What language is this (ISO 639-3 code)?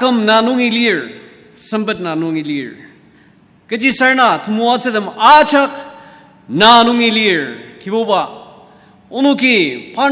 njo